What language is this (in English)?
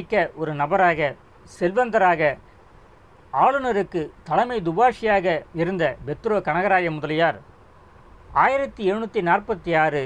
Tamil